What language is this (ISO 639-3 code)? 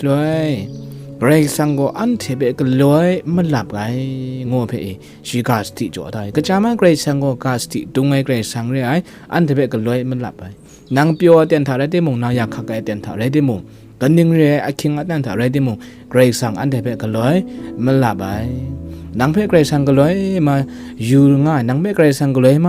kac